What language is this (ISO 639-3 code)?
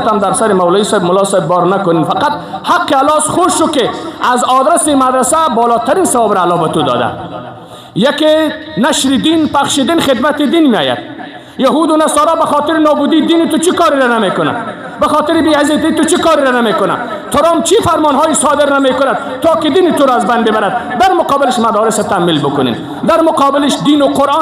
fas